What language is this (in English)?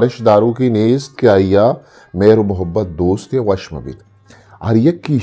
Eastern Balochi